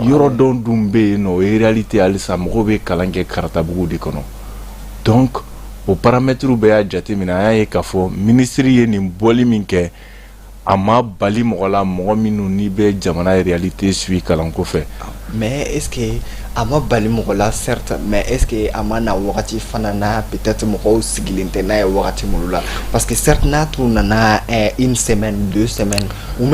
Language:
Bambara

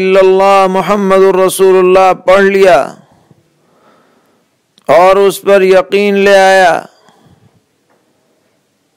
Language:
Urdu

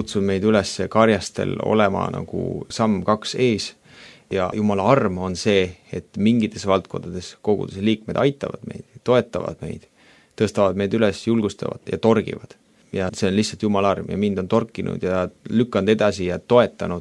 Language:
Estonian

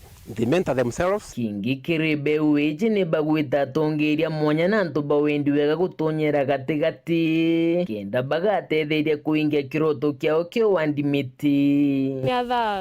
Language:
Meru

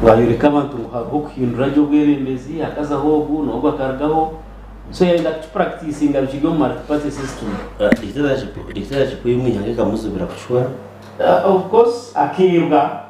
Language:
Nyankole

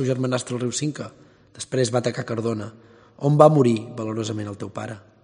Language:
Catalan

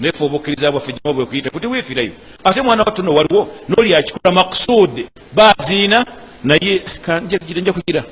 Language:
Ganda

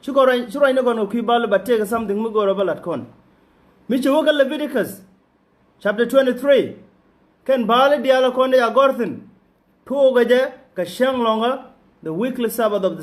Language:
Nuer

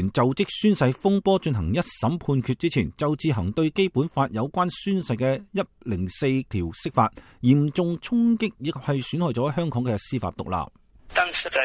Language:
Cantonese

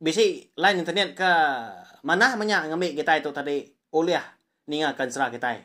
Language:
Iban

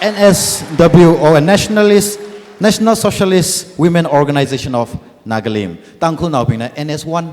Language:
Tangkhul Naga (India)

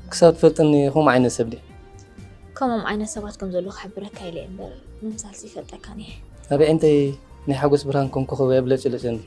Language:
Tigrinya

